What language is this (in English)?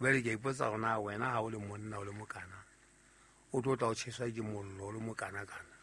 Southern Sotho